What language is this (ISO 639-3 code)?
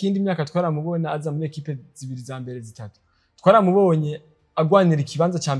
run